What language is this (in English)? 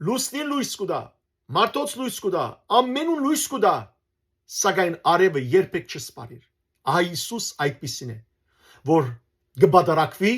Western Armenian